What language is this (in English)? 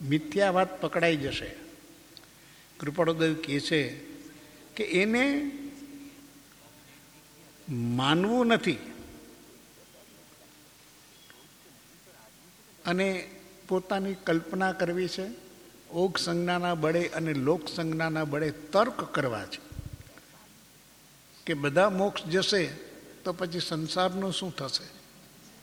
Gujarati